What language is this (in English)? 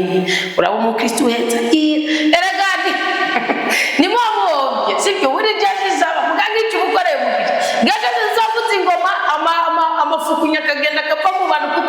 Rundi